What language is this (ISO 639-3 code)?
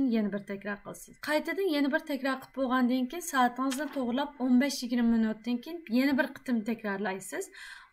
uig